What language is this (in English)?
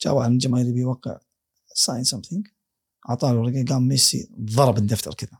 Gulf Arabic